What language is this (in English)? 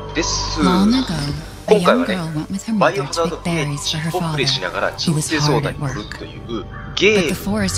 Japanese